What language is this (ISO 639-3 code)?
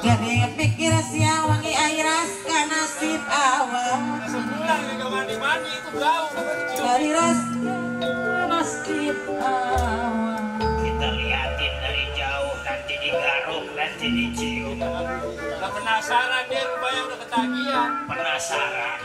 bew